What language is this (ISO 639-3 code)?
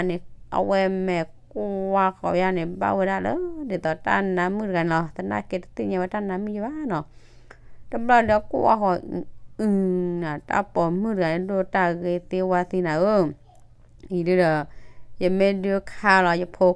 ksw